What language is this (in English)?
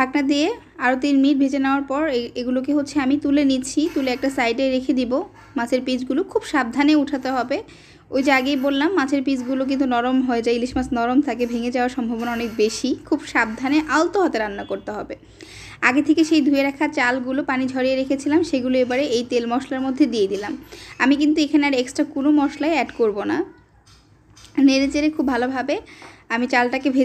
Bangla